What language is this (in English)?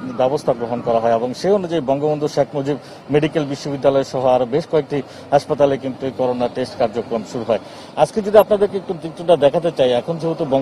Bangla